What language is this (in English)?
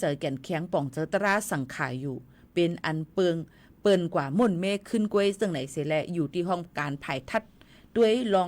Shan